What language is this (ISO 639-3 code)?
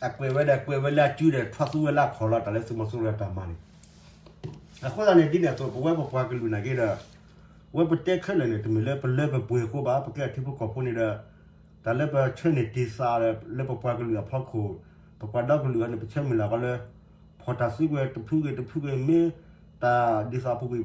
ksw